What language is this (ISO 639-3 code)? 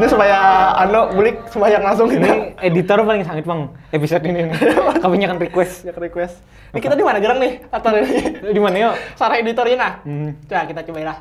bjn